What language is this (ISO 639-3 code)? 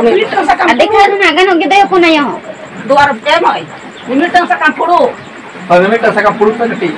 sat